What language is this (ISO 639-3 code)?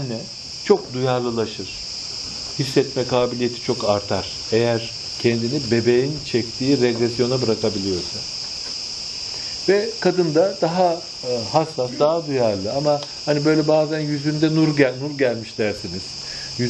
tur